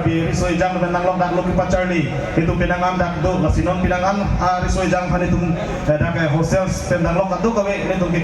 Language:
Karbi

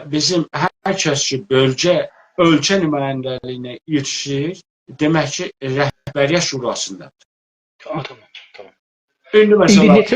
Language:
South Azerbaijani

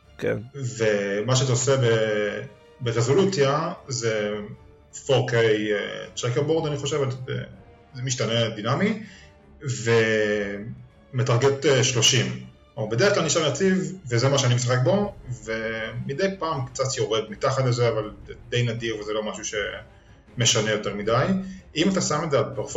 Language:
Hebrew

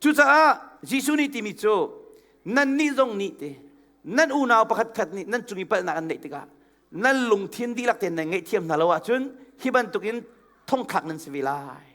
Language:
Hakha Chin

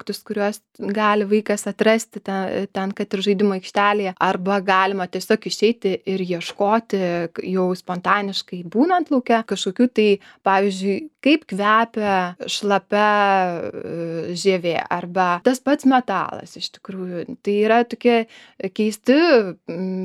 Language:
Lithuanian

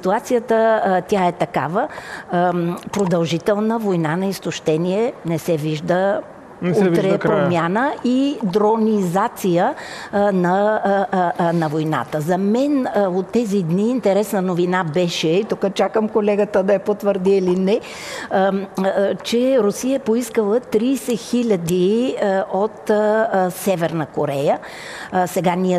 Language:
Bulgarian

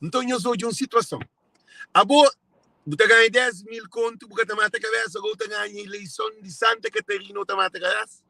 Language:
Kabuverdianu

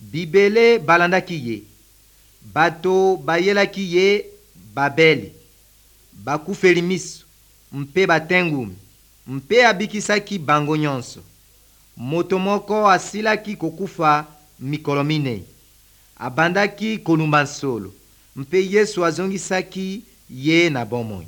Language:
Lingala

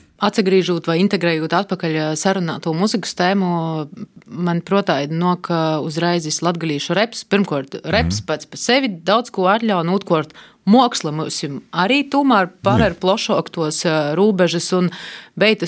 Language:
Latvian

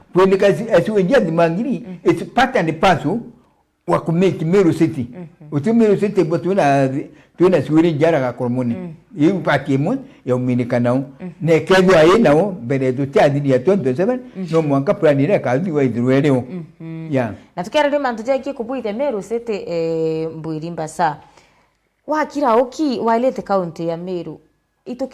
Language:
Meru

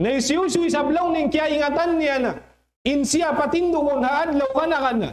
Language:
Tausug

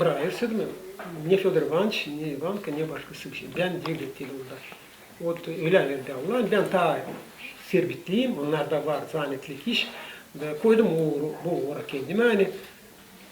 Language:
Gagauz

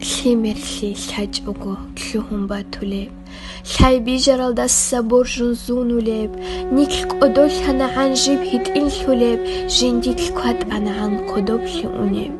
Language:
Avaric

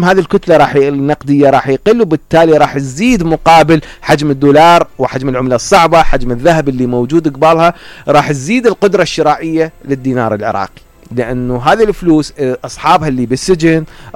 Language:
Mesopotamian Arabic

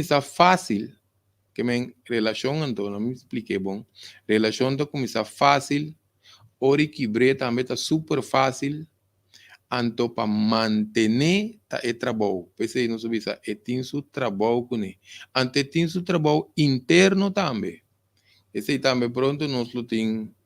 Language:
Papiamento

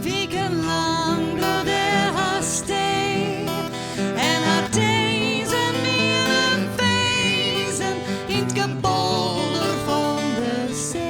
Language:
Western Frisian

